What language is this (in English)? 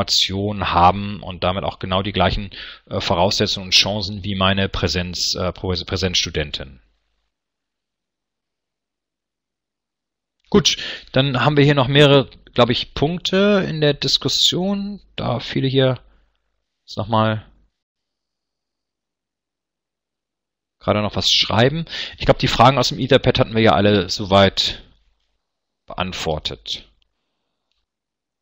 German